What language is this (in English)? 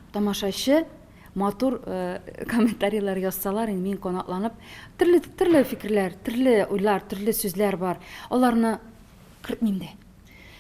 Tatar